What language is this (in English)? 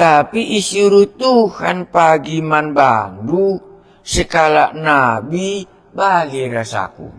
Batak Karo